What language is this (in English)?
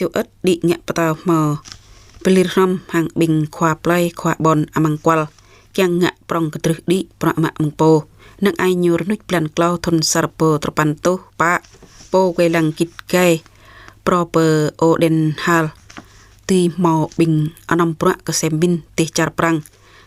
Jarai